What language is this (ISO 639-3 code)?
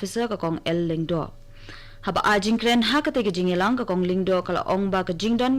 kha